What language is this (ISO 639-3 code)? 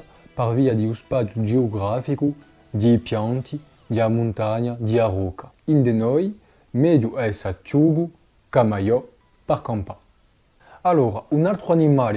cos